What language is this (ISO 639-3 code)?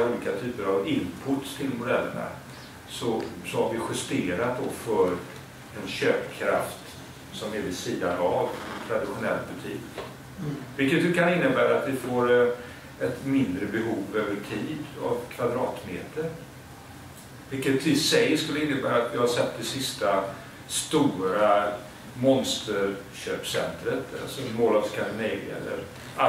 swe